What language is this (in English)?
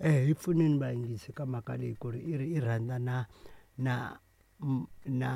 Tsonga